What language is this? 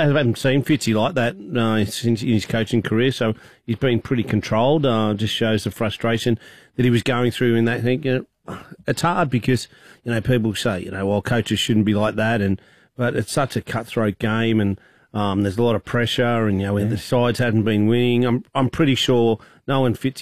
English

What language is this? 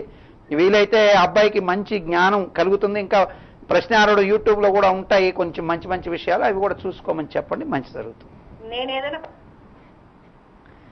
Telugu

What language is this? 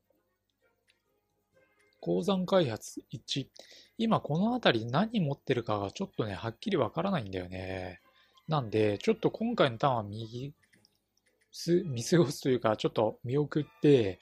Japanese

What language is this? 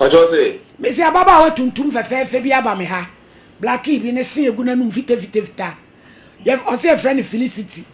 Akan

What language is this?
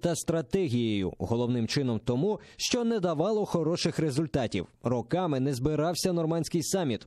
Ukrainian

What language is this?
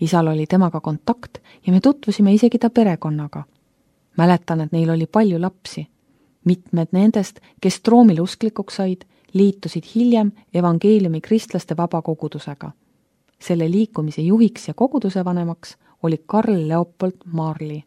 Estonian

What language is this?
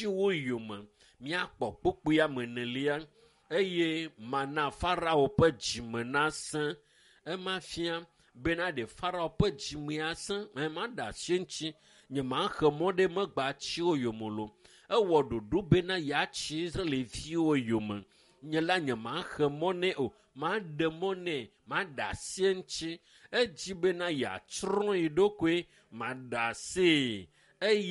Ewe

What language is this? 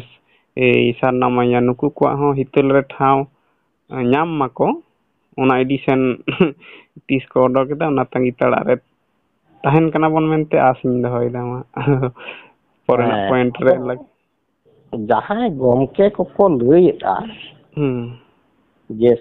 Santali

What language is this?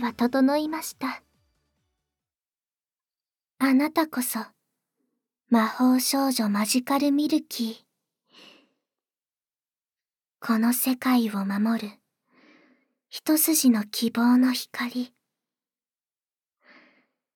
Japanese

